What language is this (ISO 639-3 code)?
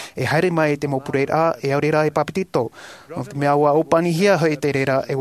tah